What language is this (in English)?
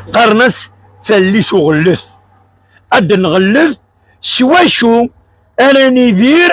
Kabyle